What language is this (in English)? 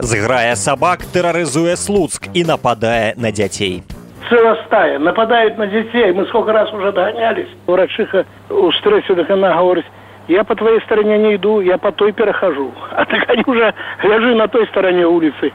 Belarusian